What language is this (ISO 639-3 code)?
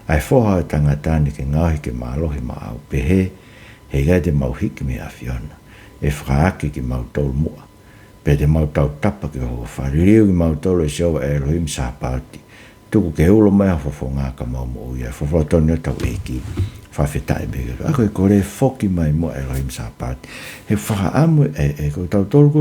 ton